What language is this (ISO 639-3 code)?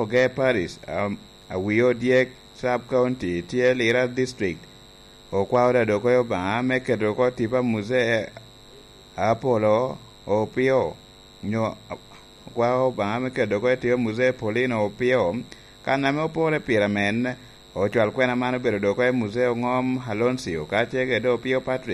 laj